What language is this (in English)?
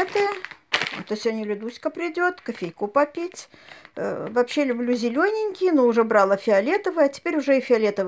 Russian